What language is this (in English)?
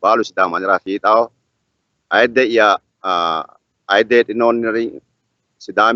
Sidamo